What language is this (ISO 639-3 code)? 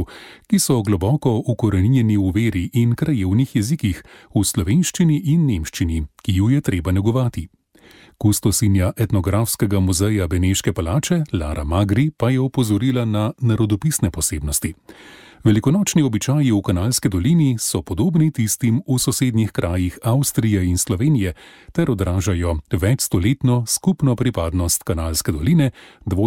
slv